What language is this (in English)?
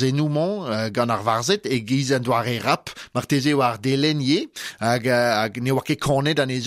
Breton